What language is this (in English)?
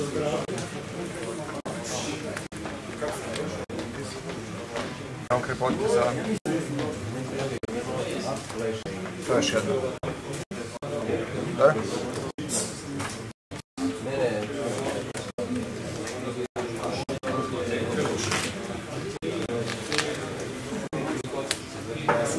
Croatian